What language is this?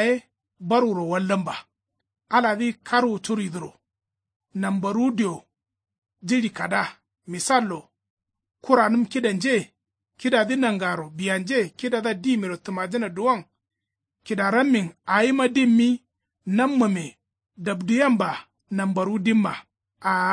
Kanuri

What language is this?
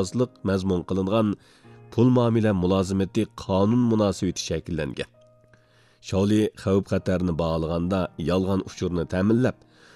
Uyghur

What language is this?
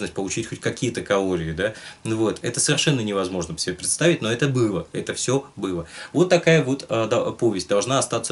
Russian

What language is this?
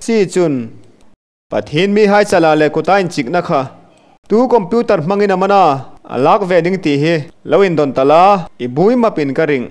Hmar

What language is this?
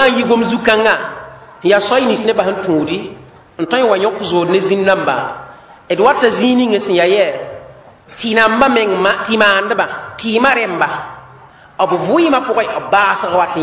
Mossi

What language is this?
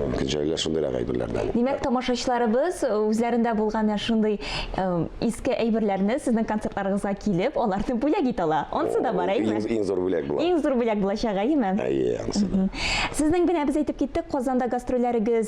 Tatar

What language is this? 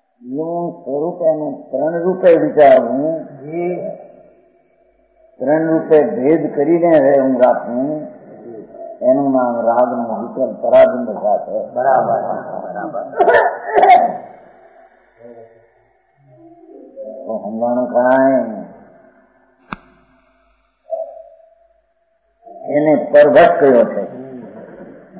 Gujarati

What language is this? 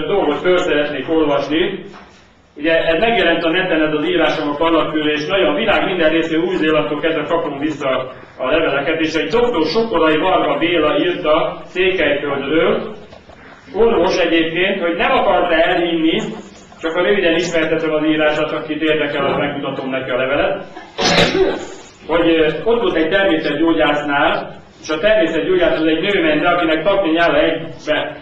Hungarian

